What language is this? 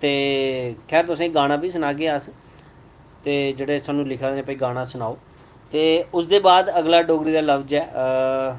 Dogri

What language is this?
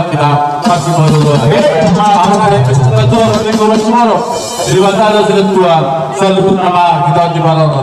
Batak Toba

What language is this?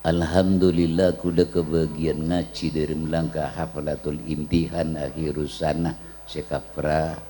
Madurese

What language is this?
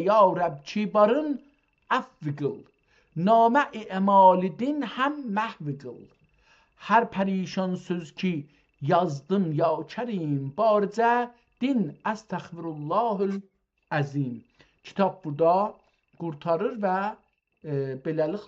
South Azerbaijani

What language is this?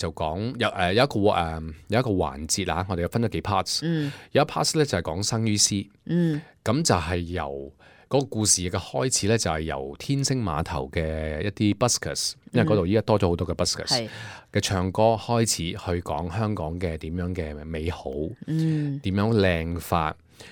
Cantonese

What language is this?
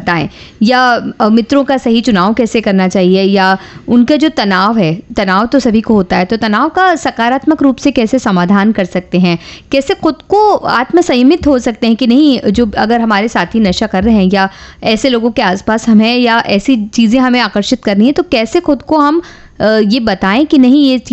Hindi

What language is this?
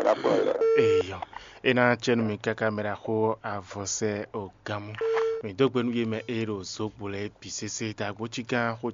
Fon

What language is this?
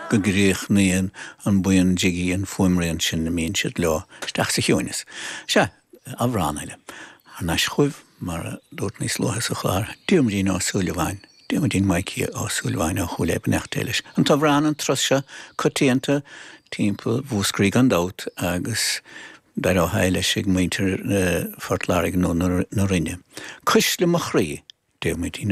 Irish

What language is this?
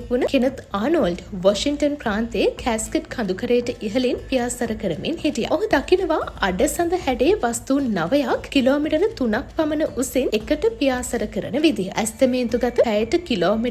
Sinhala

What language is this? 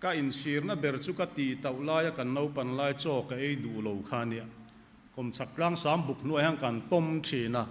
Mizo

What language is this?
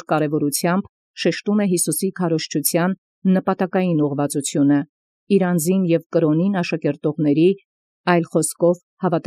Armenian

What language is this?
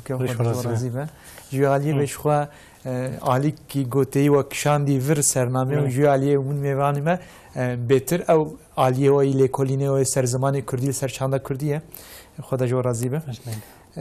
Kurdish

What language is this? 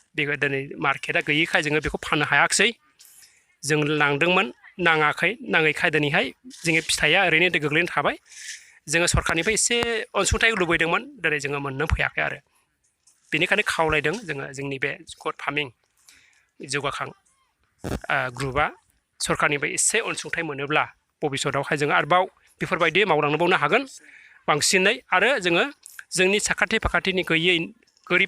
Bodo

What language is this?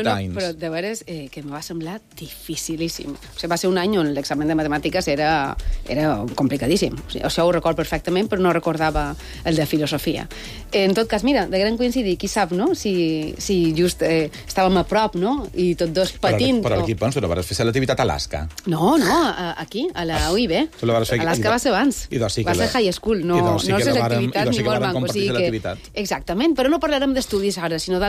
Catalan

